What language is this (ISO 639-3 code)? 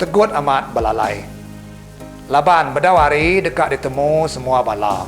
iba